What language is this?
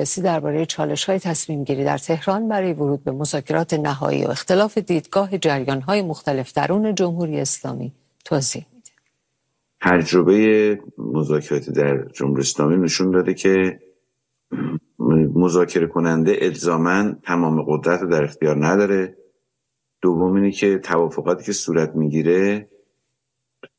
Persian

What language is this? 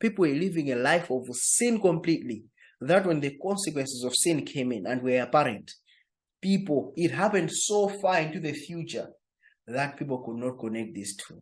English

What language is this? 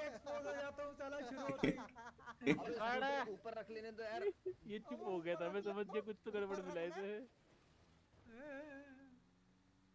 Hindi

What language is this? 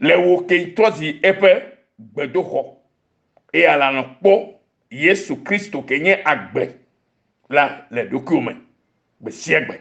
Ewe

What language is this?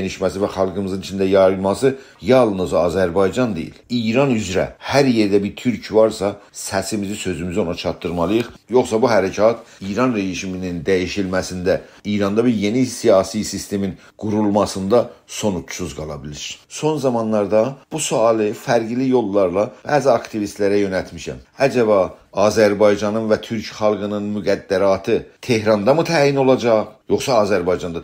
South Azerbaijani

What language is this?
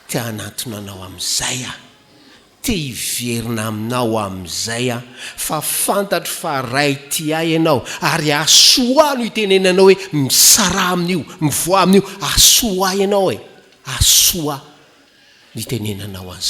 Malagasy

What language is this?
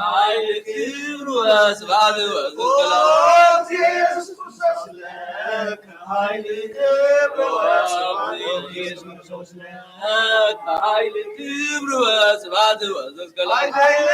Geez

